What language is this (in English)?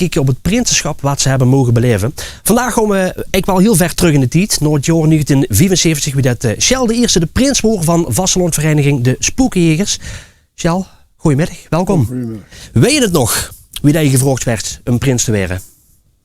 Limburgish